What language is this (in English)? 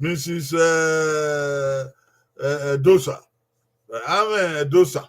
Bini